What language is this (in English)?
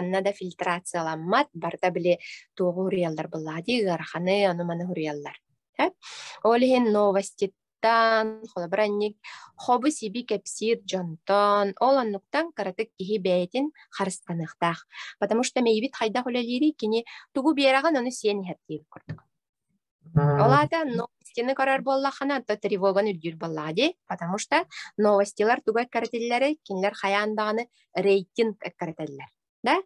Yakut